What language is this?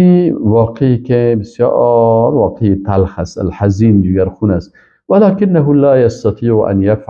Persian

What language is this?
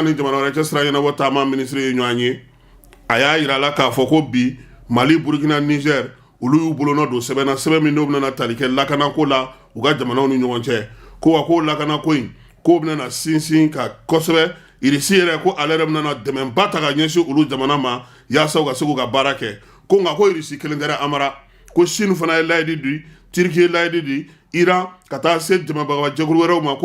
Bambara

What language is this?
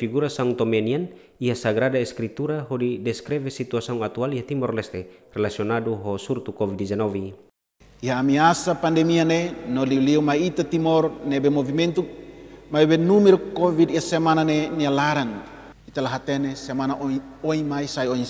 Tetum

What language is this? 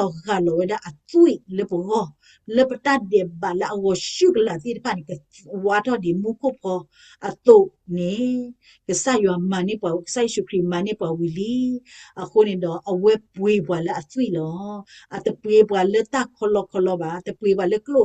S'gaw Karen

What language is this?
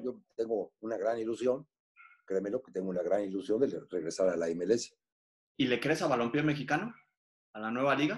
Spanish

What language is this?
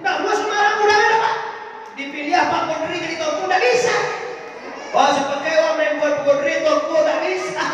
Minangkabau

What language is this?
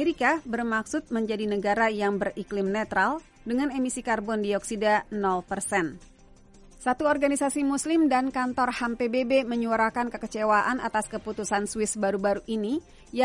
Indonesian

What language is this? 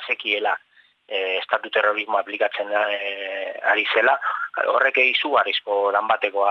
Basque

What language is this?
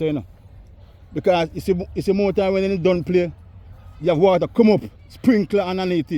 Jamaican Creole English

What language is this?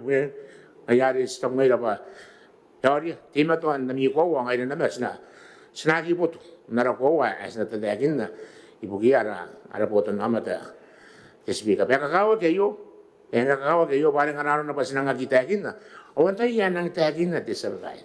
Gilbertese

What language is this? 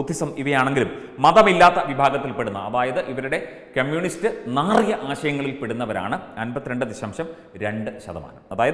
Malayalam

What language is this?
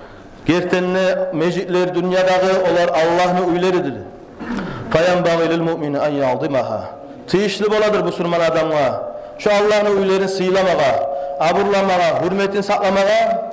Kumyk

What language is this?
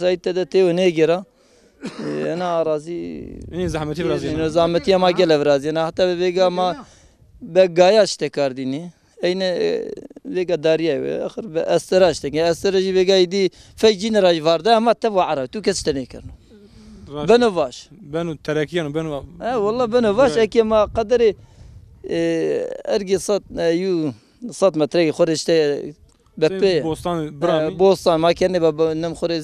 Zaza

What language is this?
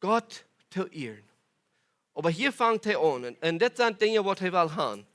Plautdietsch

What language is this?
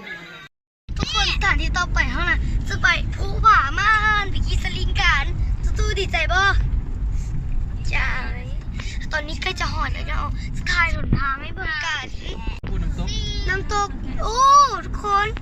Lao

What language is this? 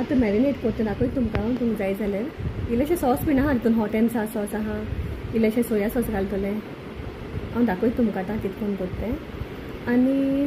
Konkani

